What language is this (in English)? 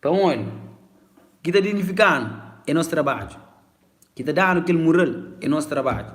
Kabuverdianu